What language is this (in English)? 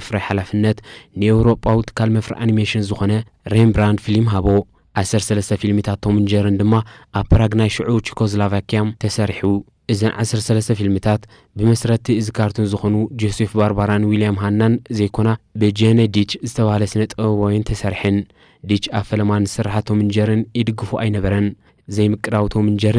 Tigrinya